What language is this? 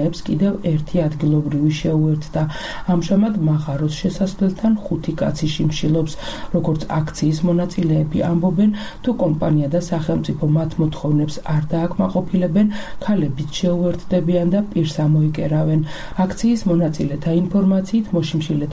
Georgian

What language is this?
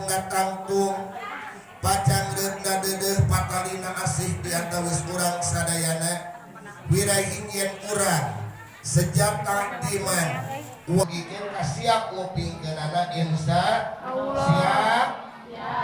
Sundanese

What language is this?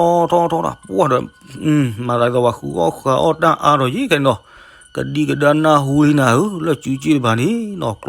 S'gaw Karen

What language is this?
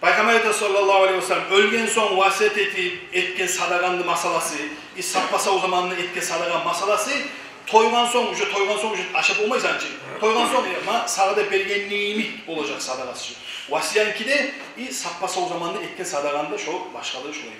Kumyk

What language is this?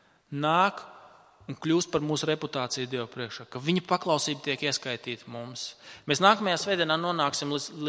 Latvian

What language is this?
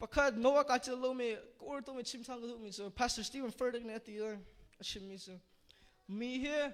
Hakha Chin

